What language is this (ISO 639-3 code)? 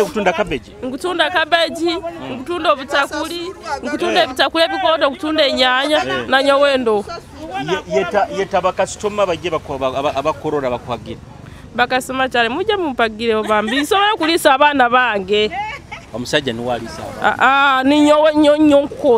nyo